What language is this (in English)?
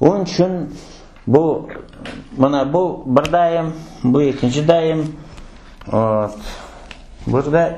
Crimean Tatar